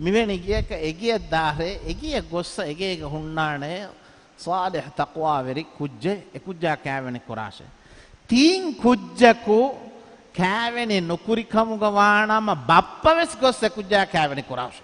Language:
Divehi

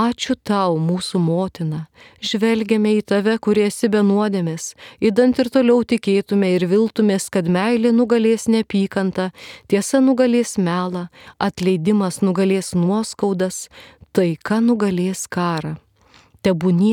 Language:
Lithuanian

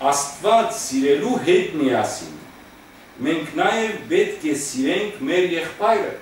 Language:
Western Armenian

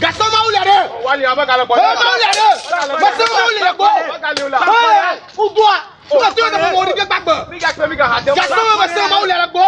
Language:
Ewe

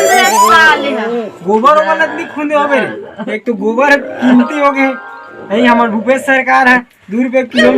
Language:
Chhattisgarhi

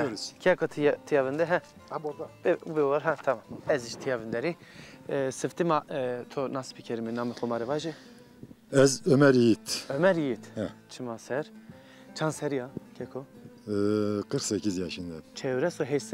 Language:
Zaza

